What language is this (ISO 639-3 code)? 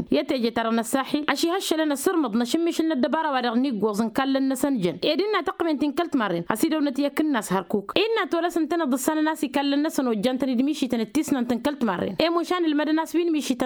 taq